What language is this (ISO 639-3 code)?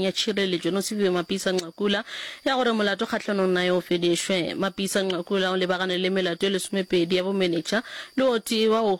nso